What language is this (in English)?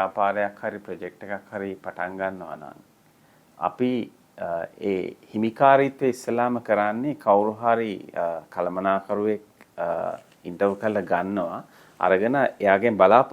Sinhala